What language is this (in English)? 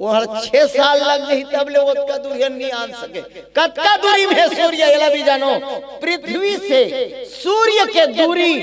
Chhattisgarhi